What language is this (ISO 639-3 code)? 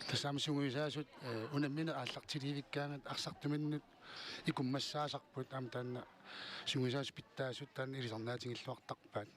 kal